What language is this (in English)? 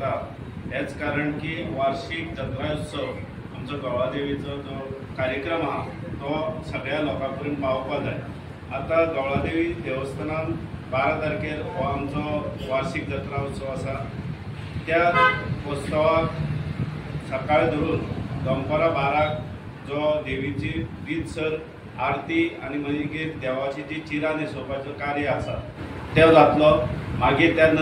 Konkani